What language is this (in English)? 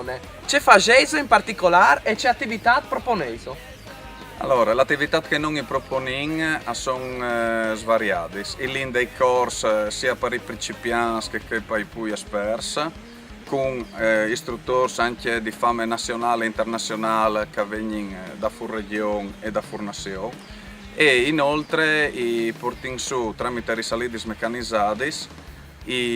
Friulian